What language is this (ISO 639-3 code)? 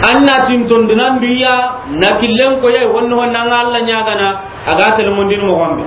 snk